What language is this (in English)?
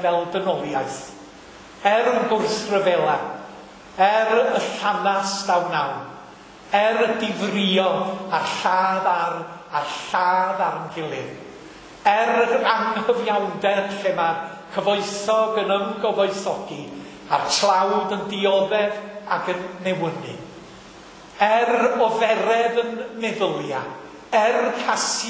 Welsh